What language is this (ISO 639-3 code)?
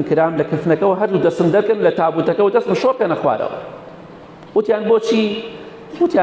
ckb